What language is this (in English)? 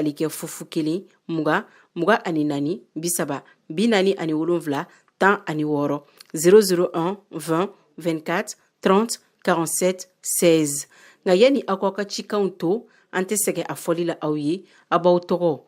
Bambara